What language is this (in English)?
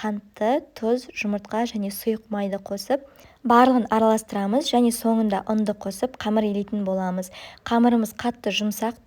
Kazakh